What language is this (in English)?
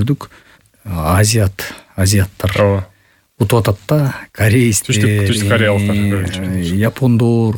Kyrgyz